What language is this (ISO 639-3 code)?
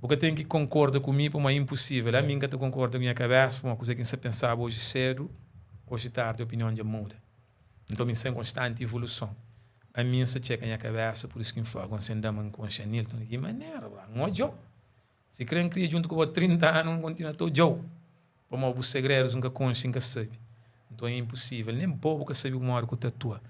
kea